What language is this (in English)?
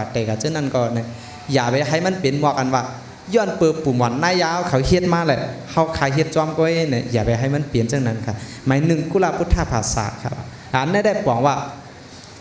Shan